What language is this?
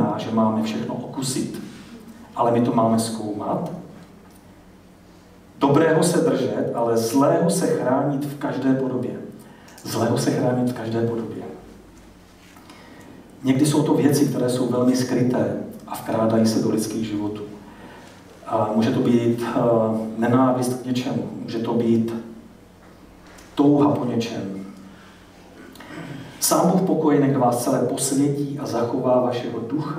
Czech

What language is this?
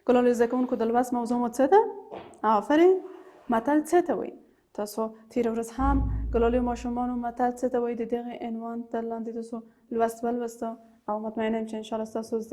Pashto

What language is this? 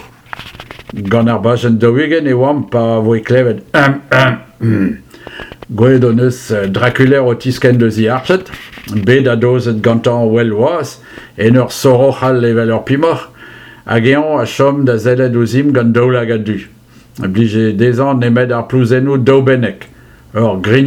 Breton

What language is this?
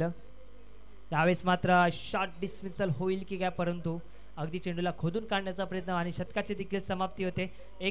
Marathi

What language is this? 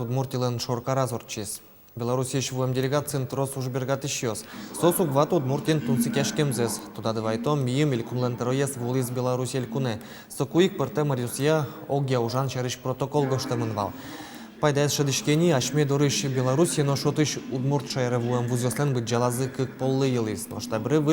Udmurt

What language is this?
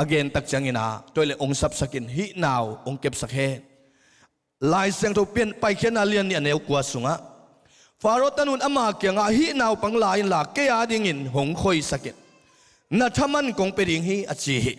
Tedim Chin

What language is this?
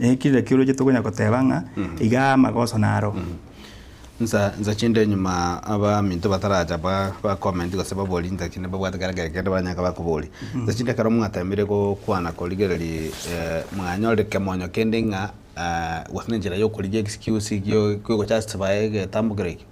Gusii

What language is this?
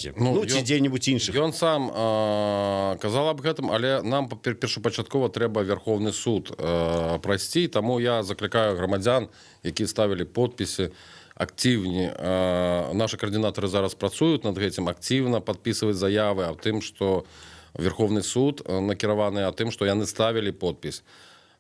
Belarusian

